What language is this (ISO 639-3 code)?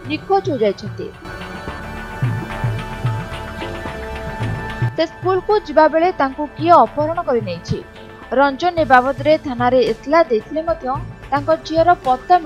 ori